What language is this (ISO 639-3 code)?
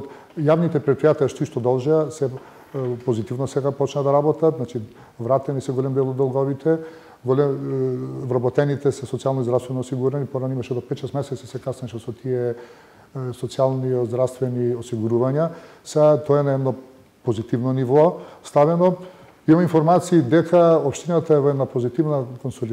mkd